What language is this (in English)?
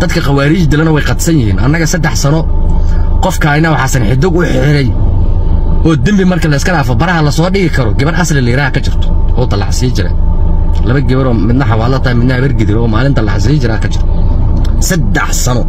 Somali